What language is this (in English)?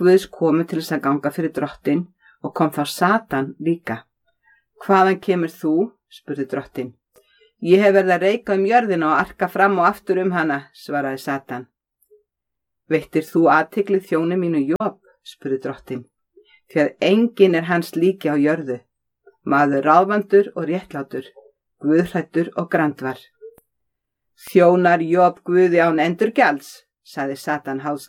Icelandic